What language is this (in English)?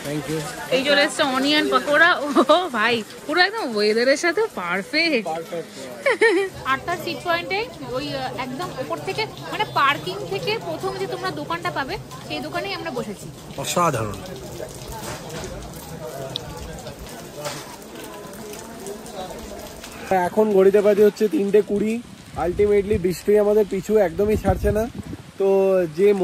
Bangla